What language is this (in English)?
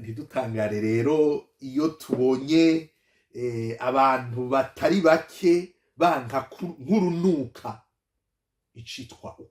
Rundi